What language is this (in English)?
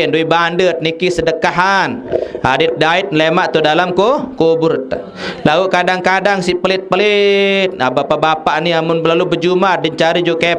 Sasak